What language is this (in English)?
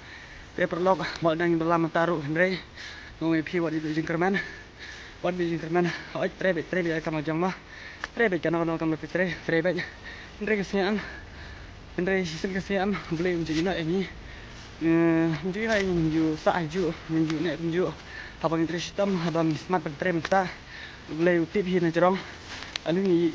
Khasi